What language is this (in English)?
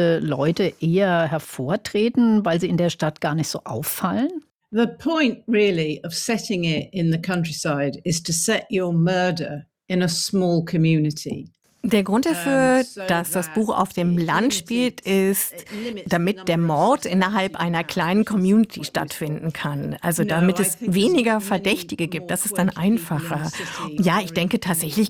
German